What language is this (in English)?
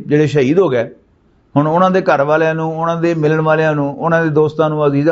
Western Panjabi